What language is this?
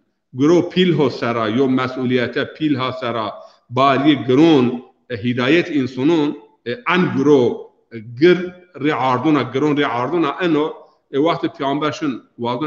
Zaza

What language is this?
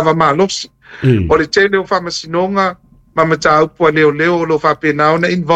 Samoan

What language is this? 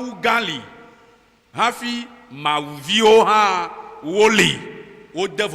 Ewe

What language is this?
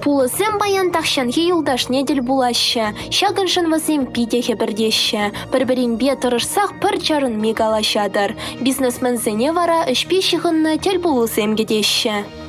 Chuvash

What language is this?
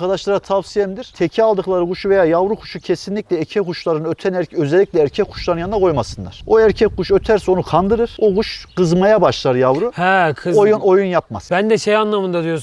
Turkish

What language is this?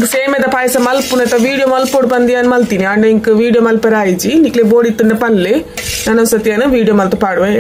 Tulu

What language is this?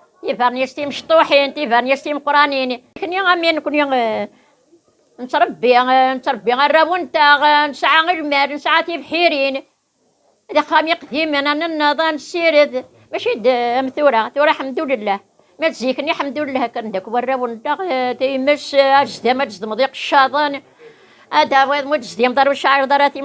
Kabyle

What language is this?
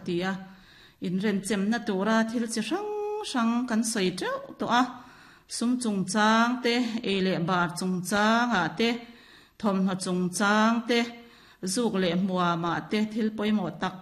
Mizo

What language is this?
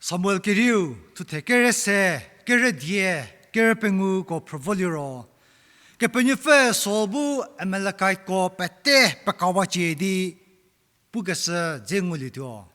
Angami Naga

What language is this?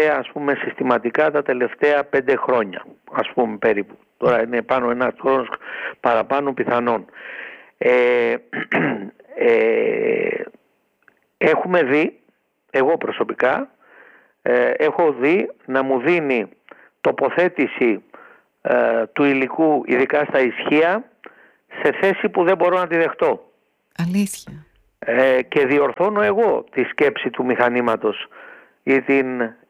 Greek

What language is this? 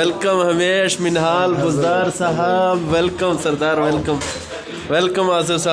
Eastern Balochi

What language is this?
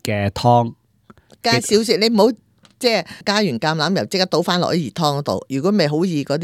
Cantonese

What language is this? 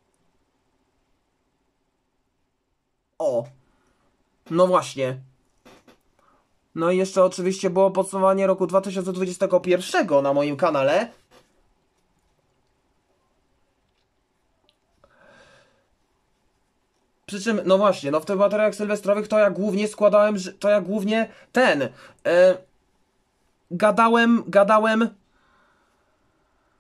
Polish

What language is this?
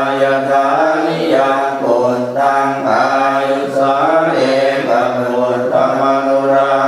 Pali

